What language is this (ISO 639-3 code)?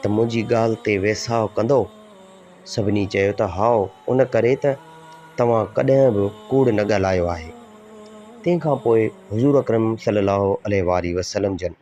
snd